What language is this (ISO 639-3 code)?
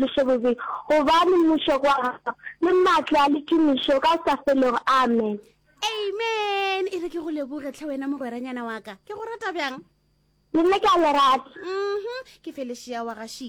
nso